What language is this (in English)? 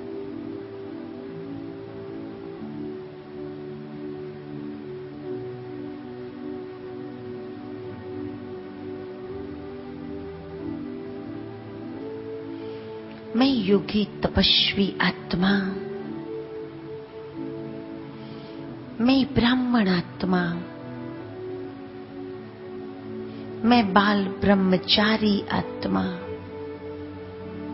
Hindi